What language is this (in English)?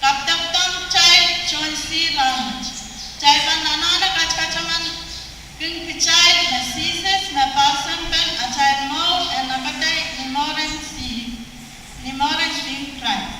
Pohnpeian